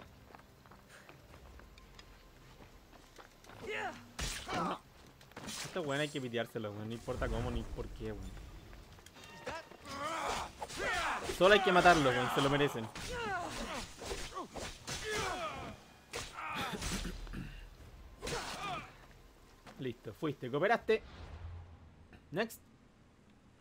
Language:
Spanish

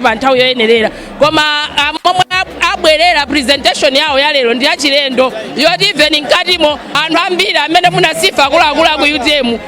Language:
Nyanja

